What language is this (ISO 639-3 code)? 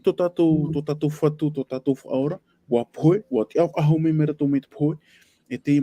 tah